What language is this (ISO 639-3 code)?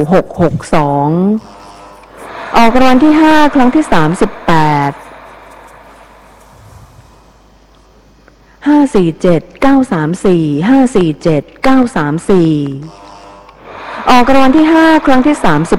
tha